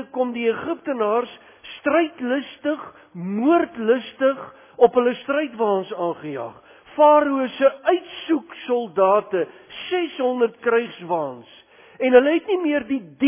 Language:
Afrikaans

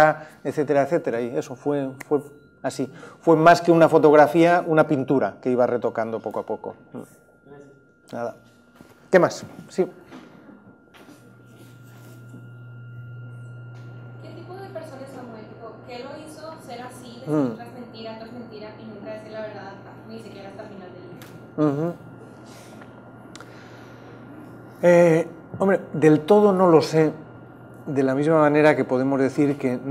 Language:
Spanish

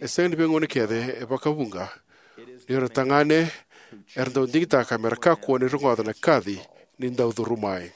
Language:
Fijian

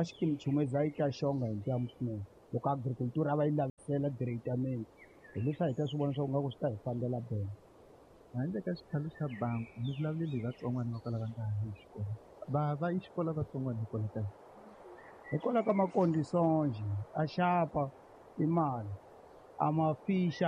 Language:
Tsonga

